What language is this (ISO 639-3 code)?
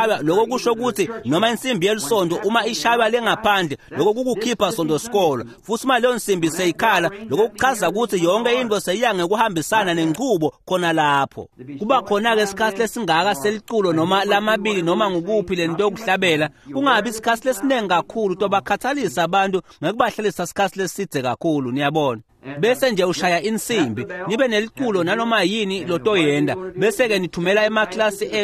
ssw